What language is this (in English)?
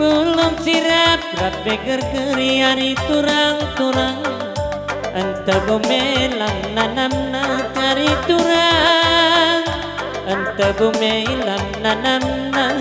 Batak Karo